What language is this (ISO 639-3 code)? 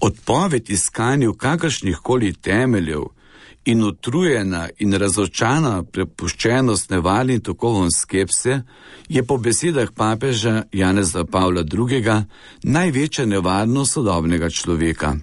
slv